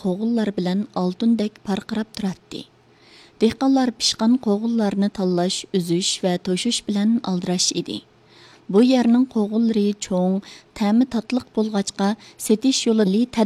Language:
Uyghur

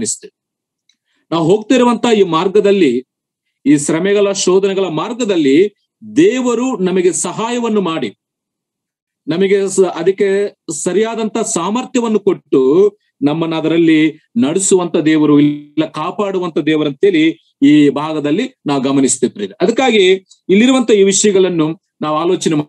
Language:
Kannada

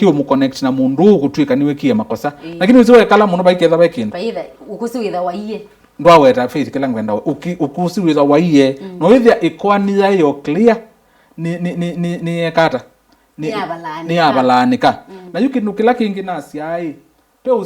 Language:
Kamba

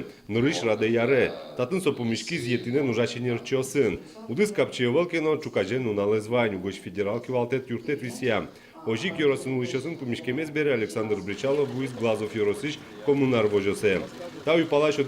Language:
Udmurt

